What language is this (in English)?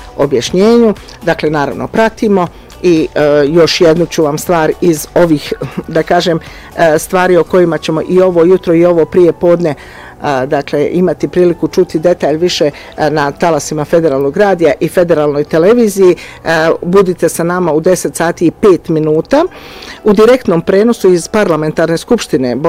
Bosnian